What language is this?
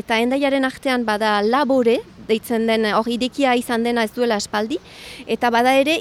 Basque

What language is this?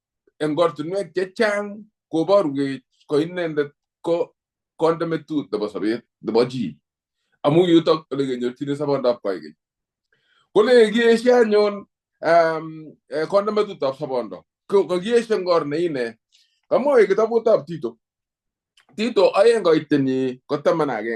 Kalenjin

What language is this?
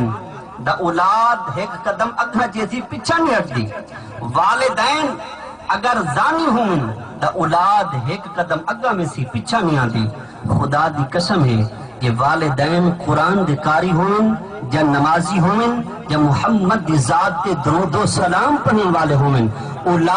Saraiki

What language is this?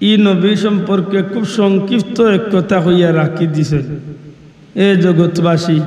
Sylheti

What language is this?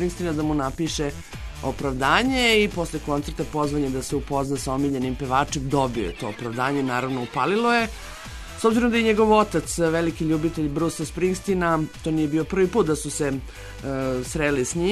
Serbian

